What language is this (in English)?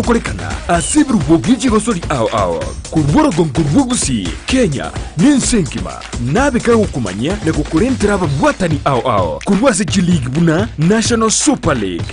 Gusii